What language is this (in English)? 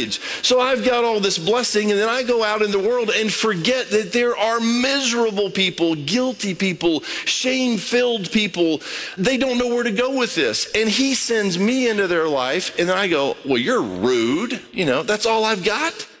English